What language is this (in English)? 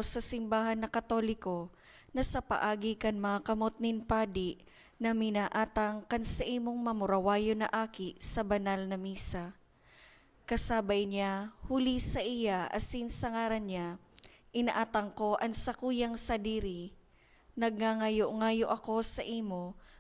Bikol